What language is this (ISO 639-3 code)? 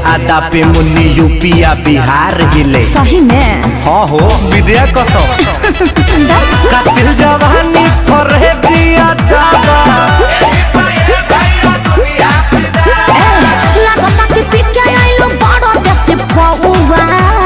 bho